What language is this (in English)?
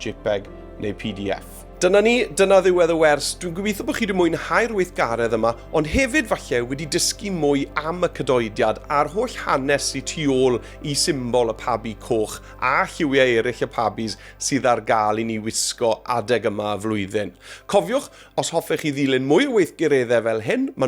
Welsh